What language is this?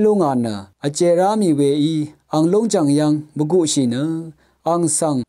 Rawang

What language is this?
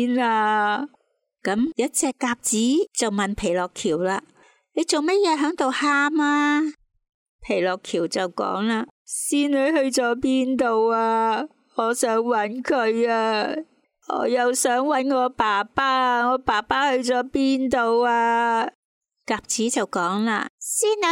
Cantonese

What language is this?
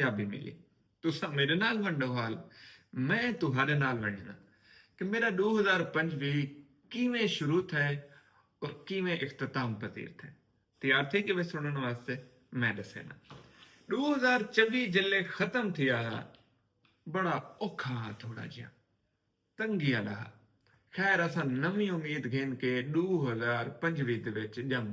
Saraiki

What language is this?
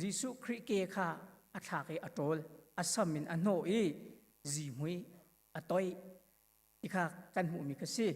Hakha Chin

